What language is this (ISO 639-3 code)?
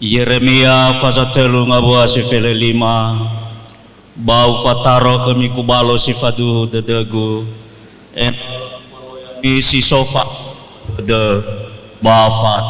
nia